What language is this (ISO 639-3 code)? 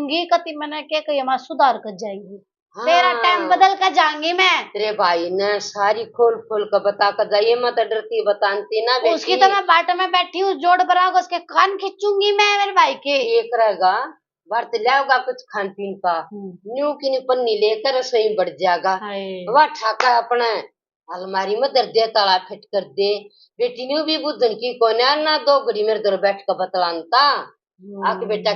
bgc